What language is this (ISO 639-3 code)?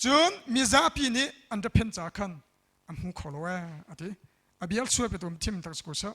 cnh